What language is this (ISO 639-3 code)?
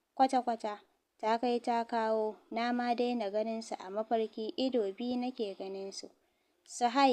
hau